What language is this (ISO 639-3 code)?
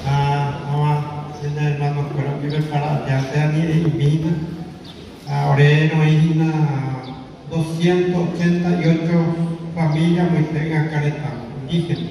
grn